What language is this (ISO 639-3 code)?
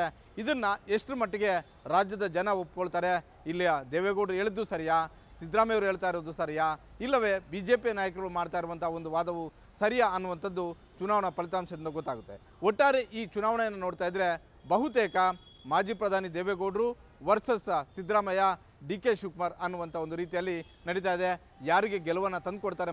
kan